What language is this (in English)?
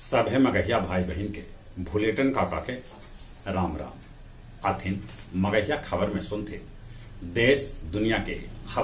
Magahi